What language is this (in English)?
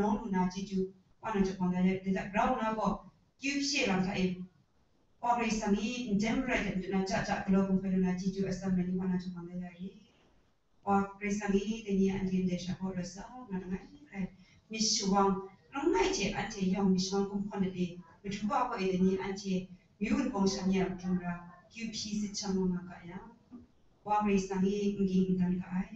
Kachin